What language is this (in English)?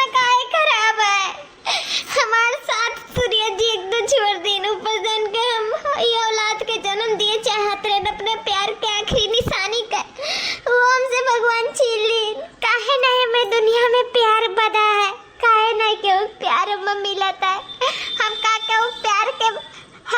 Awadhi